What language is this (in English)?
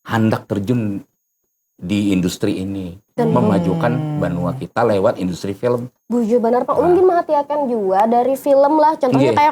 Banjar